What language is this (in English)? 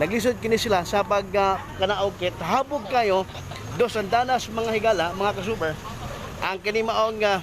Cebuano